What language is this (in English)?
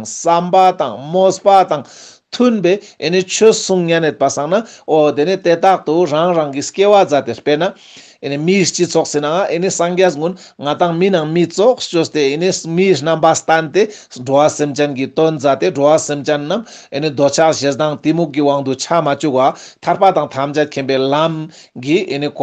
Ladakhi